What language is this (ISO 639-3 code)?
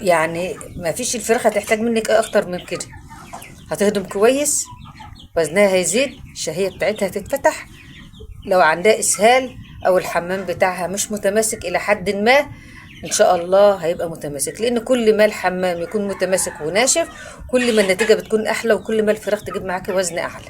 arz